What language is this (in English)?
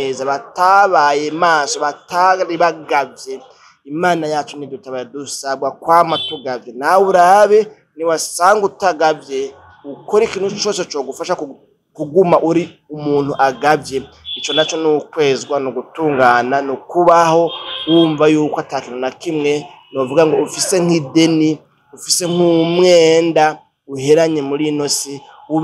Rundi